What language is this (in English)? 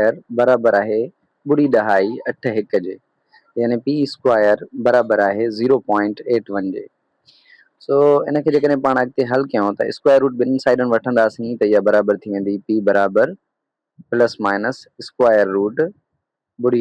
Sindhi